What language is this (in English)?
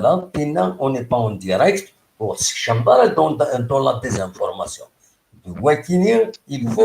Kabyle